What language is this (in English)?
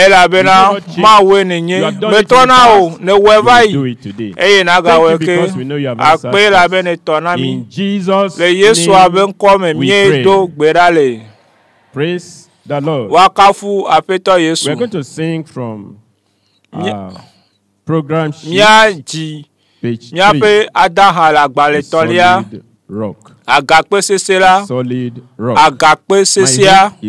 Ewe